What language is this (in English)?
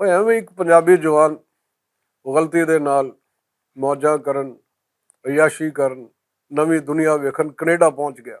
Western Panjabi